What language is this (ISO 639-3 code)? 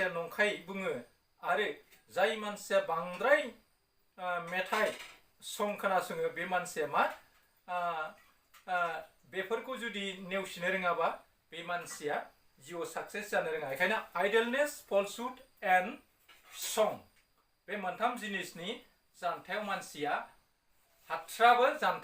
brx